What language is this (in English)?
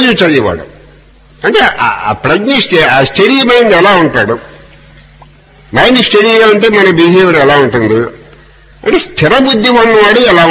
Telugu